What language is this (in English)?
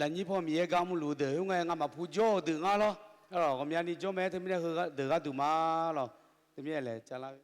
Akha